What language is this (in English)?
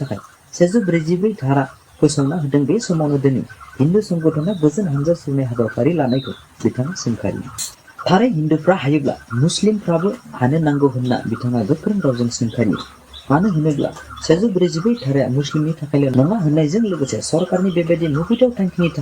Bodo